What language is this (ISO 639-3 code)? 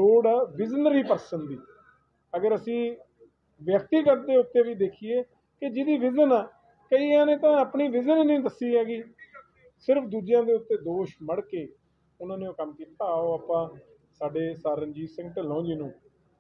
pan